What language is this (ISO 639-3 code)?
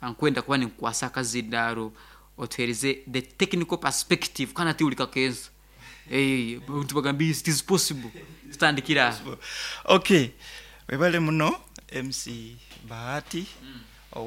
nyo